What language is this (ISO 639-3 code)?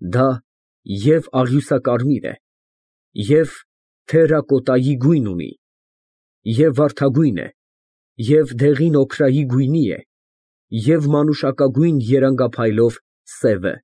hye